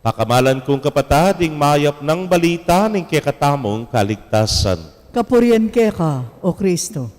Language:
Pampanga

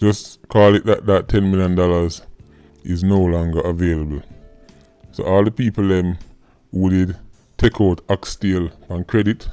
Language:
Jamaican Creole English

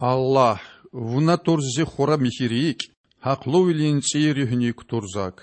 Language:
Lezghian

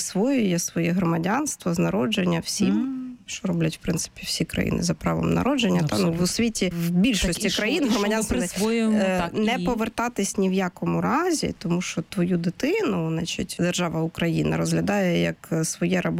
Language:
Ukrainian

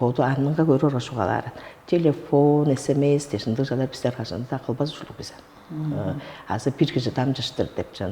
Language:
Tuvinian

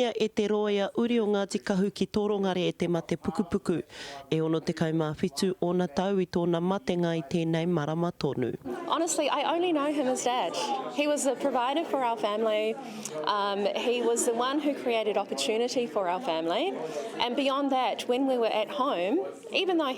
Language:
Māori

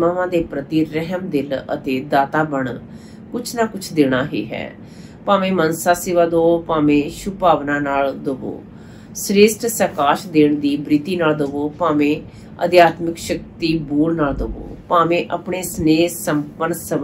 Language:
Punjabi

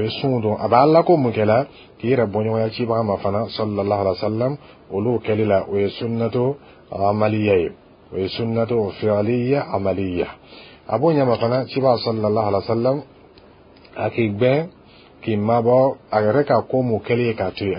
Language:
Dyula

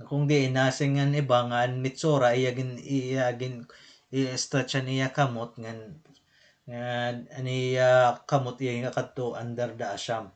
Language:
Waray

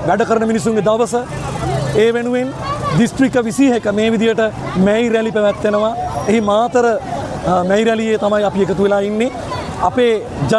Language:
Sinhala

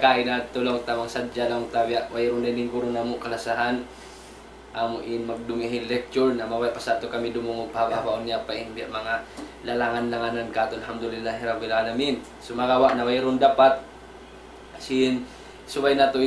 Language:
Tausug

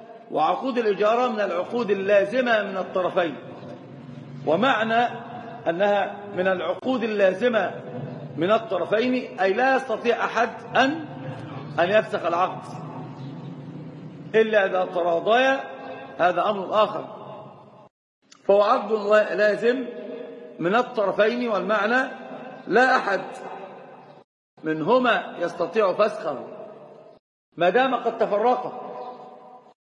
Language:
Arabic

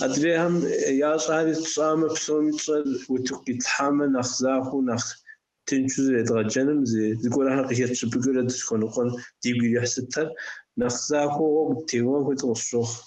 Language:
Kabardian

